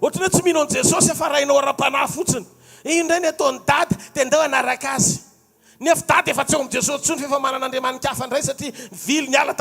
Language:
Malagasy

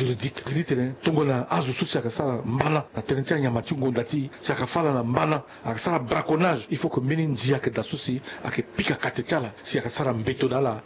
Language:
Sango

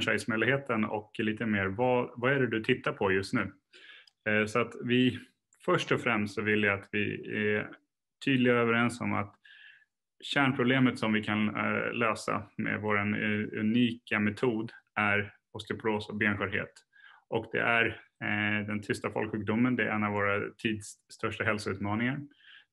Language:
Swedish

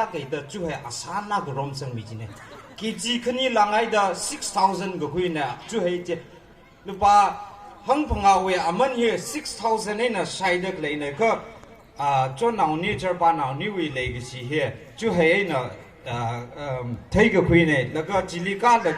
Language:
Tangkhul Naga (India)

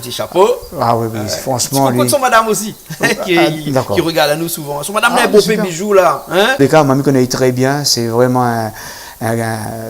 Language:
Réunion Creole French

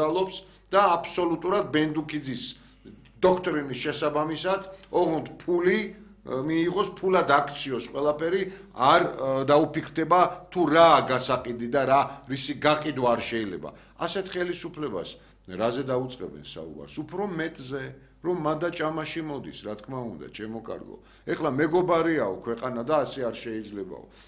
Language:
Georgian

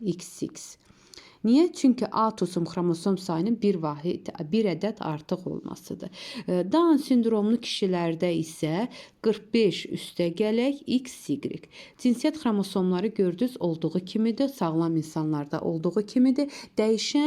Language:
Azerbaijani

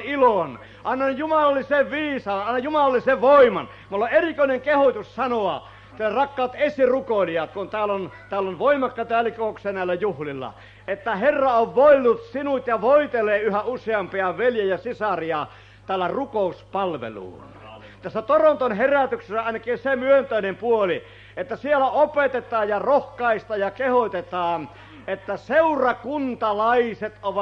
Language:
Finnish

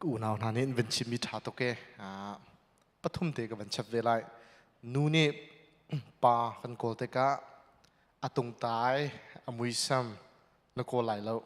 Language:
Hakha Chin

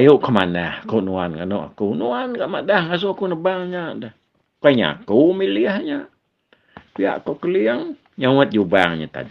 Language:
Iban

